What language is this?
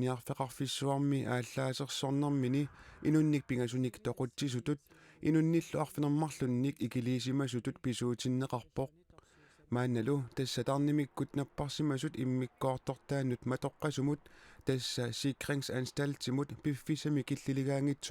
Kalaallisut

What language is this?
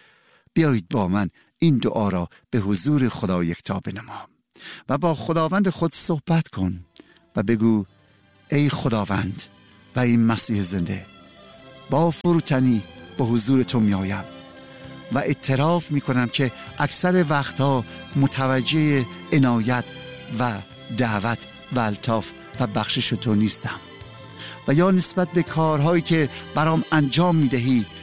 Persian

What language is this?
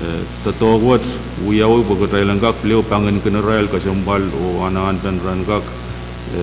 Pohnpeian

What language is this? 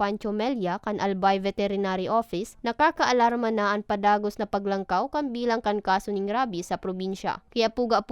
Bikol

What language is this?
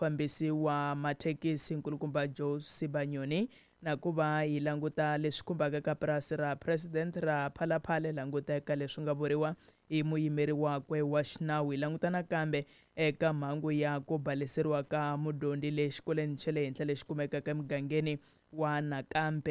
Tsonga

